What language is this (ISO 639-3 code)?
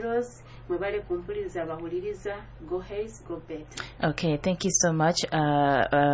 nyo